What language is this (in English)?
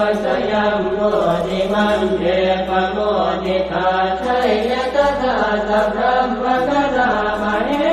Pali